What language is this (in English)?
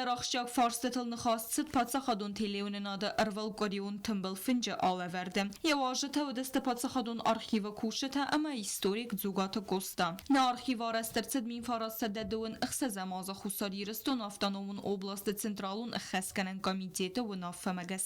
Ossetic